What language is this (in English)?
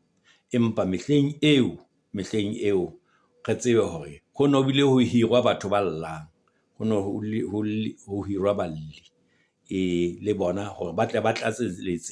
Southern Sotho